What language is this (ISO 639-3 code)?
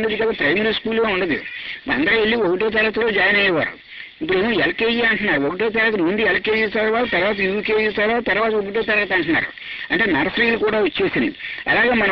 tel